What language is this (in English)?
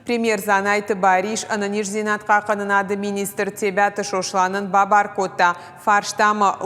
Ossetic